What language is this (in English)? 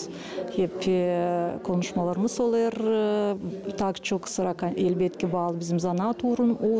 Gagauz